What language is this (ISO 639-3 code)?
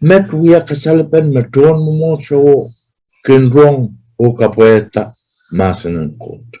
pon